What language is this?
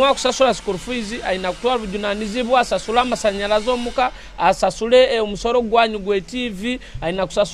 Nyoro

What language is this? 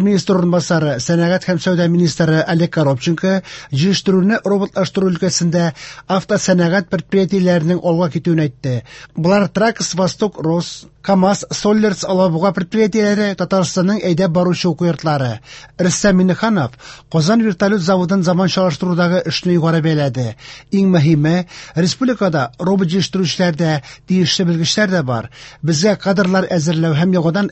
Tatar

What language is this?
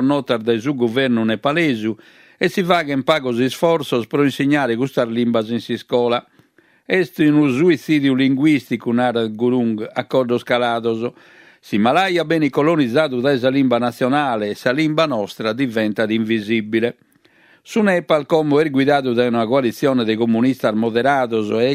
Sardinian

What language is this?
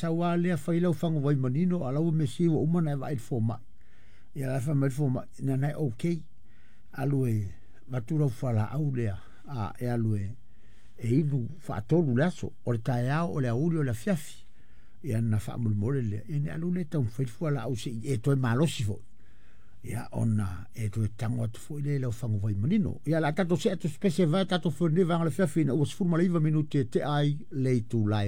Samoan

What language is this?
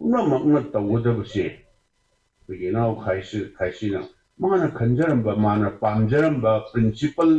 Manipuri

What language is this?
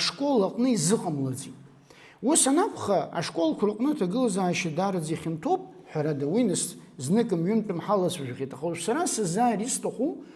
Abkhazian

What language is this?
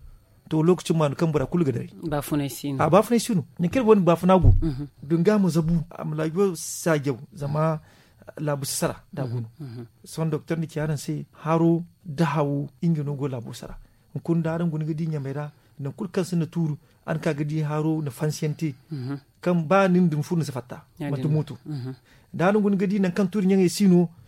Zarma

